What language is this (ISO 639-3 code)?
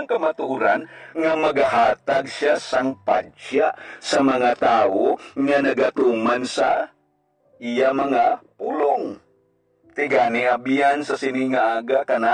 hil